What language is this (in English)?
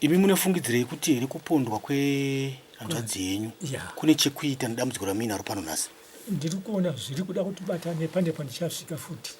Shona